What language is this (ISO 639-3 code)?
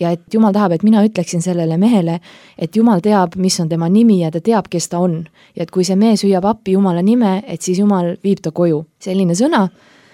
est